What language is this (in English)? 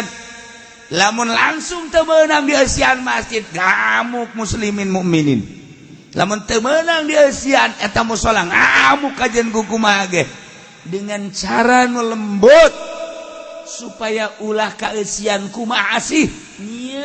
Sundanese